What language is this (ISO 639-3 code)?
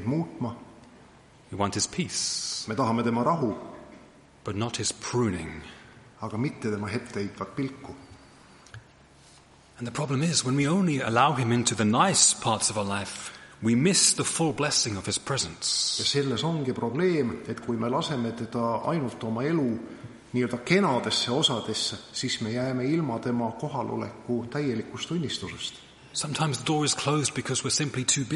est